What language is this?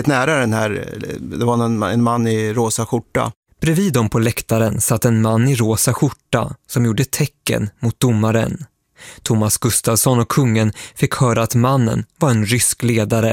Swedish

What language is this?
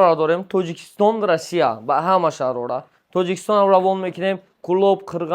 Tajik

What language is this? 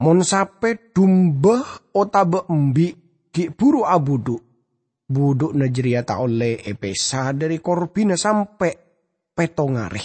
Madurese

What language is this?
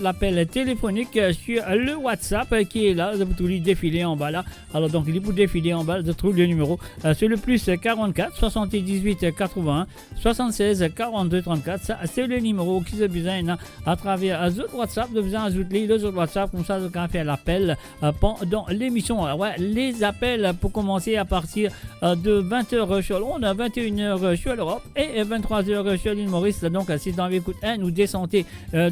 Morisyen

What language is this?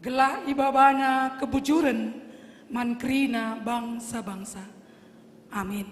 Batak Karo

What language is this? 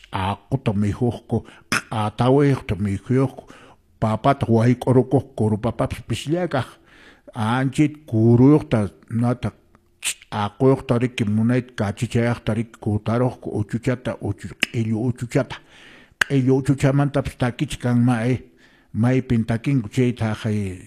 Quechua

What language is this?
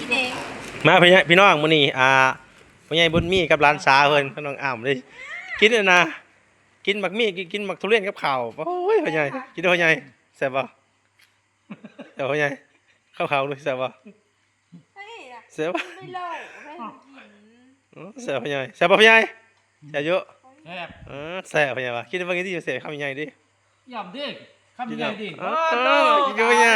Northeastern Thai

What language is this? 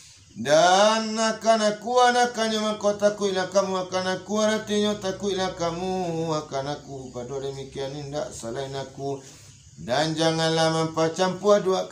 Minangkabau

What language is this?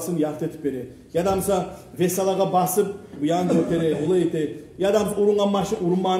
Kumyk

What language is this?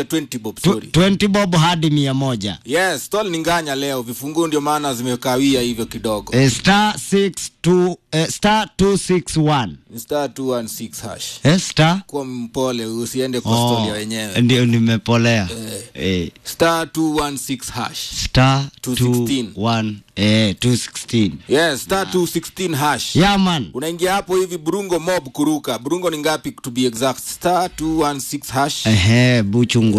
Swahili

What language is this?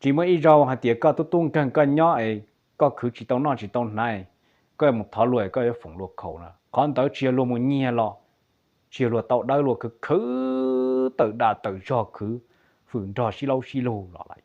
Hmong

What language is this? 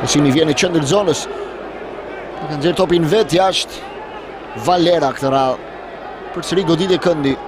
Albanian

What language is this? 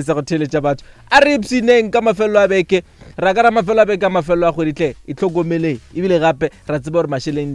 Northern Sotho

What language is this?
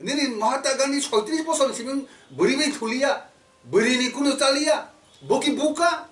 Kok Borok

